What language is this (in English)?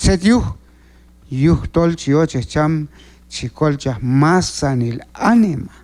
Q'anjob'al